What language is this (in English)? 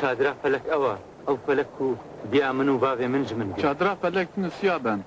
Kurdish